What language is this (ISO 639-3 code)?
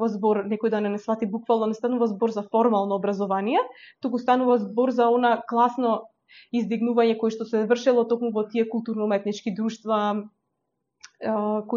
mkd